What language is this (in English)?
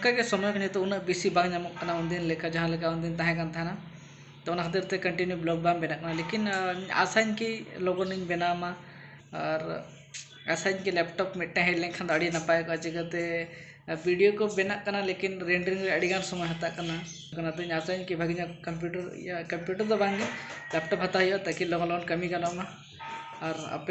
Santali